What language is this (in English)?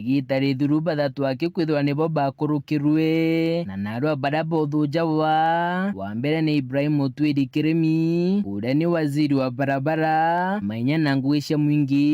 Meru